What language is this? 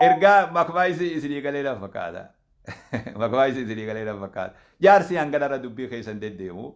Oromo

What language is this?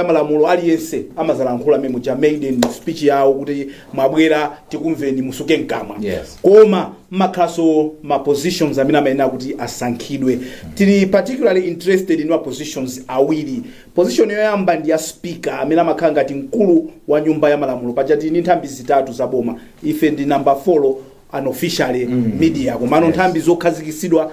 Nyanja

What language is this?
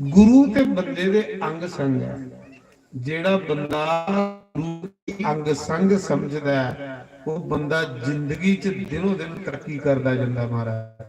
Dogri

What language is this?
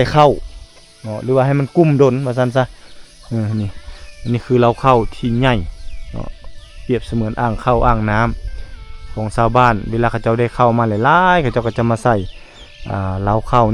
Lao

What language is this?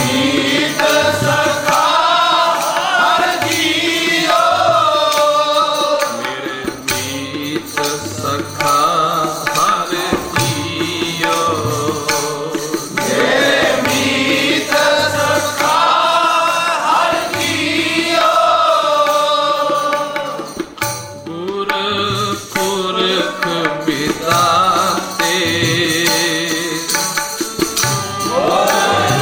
Punjabi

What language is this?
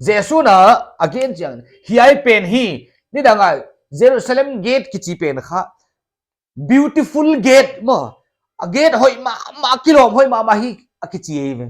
Paite Chin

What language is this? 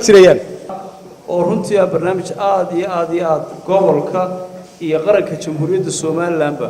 Somali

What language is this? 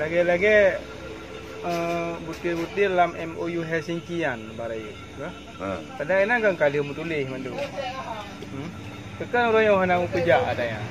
Achinese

